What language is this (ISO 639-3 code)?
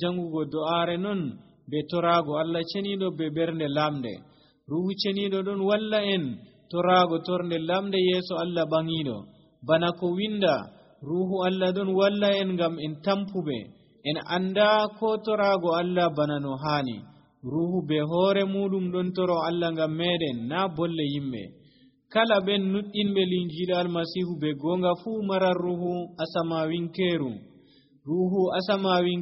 fuv